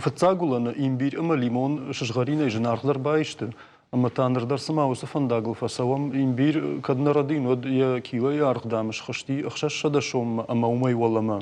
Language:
Ossetic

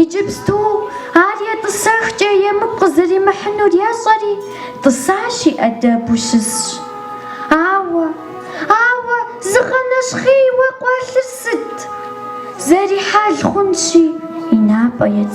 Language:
Kabardian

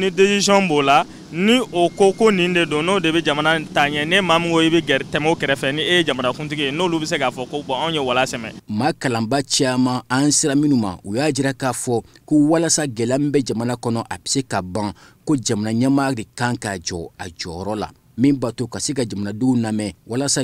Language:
Bambara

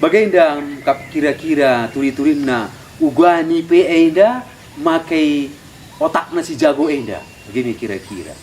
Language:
Batak Karo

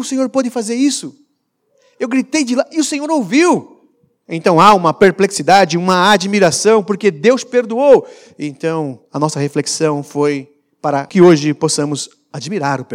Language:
Portuguese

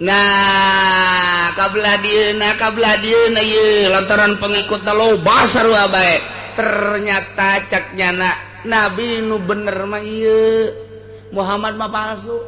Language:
Sundanese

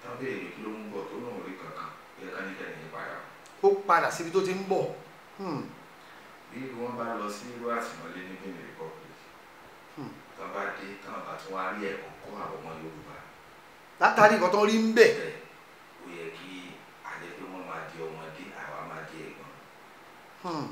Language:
Yoruba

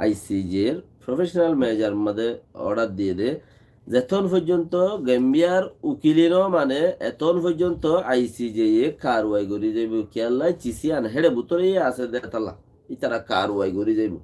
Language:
Rohingya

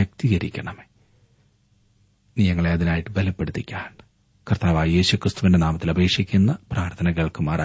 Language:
Malayalam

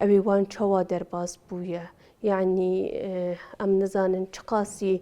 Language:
Kurdish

